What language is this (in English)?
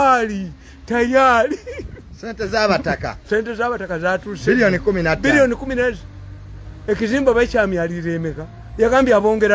Ganda